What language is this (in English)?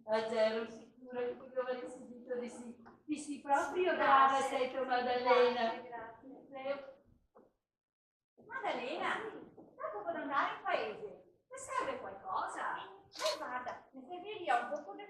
Venetian